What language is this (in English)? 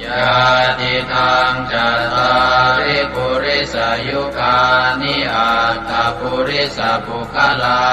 Pali